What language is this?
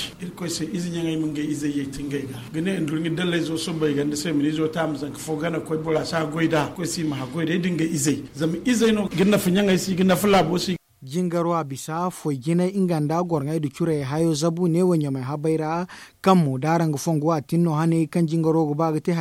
Zarma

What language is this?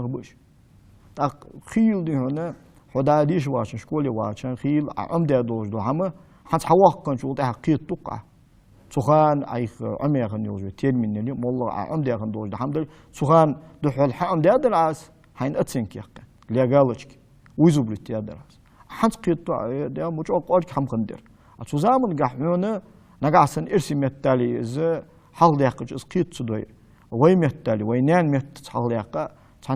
Ingush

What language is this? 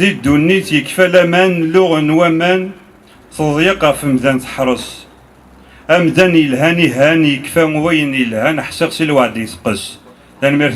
Kabyle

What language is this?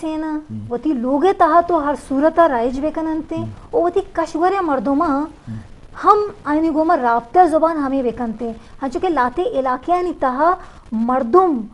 Eastern Balochi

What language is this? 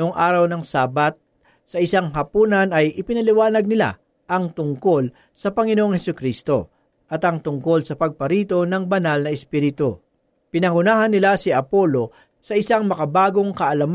Filipino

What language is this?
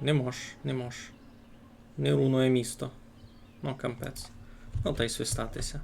Rusyn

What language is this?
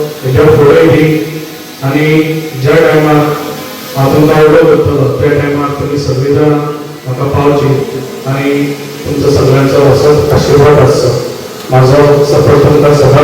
Konkani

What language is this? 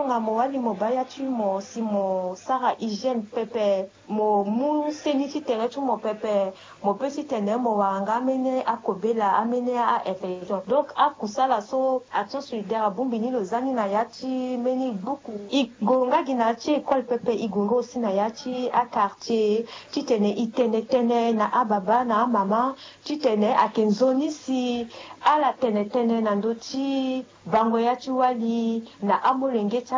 Sango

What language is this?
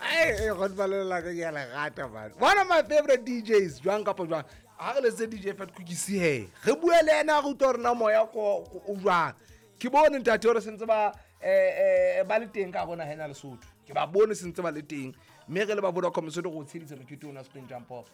Southern Sotho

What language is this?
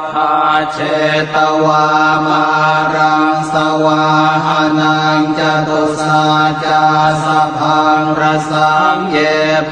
Pali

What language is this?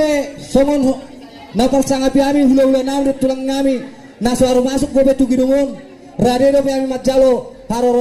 Batak Toba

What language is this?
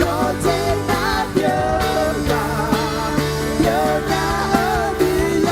Akha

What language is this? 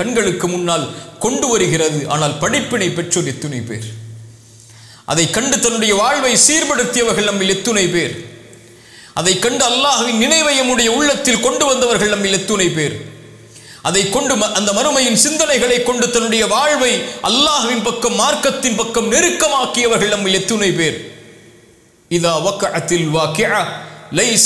Tamil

